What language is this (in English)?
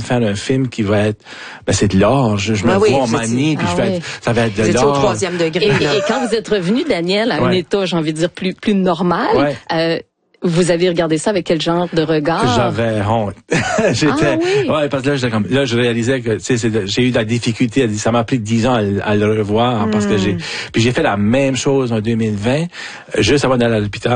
French